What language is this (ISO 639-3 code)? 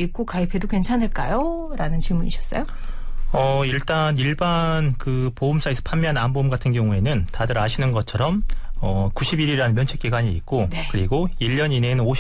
kor